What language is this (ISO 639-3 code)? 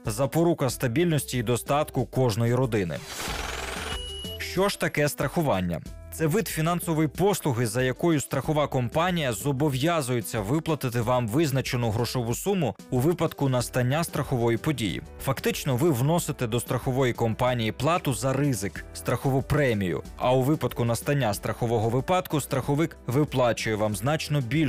ukr